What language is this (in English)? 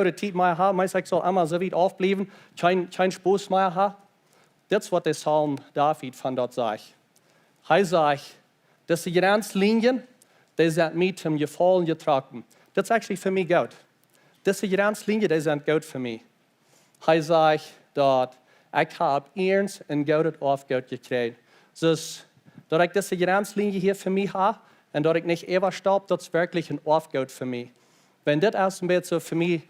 Plautdietsch